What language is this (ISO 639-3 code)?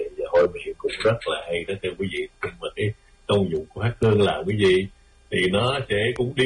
vie